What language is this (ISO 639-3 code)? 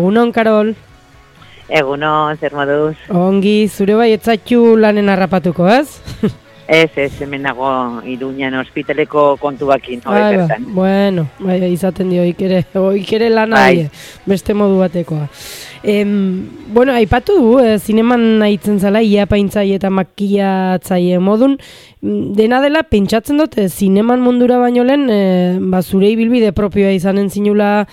eus